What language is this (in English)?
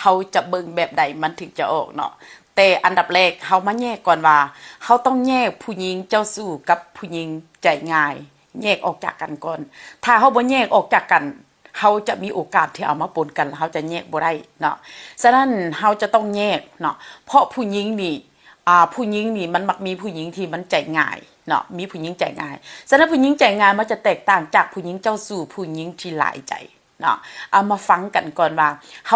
Northeastern Thai